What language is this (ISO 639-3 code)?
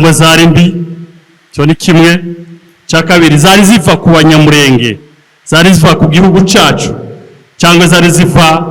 kin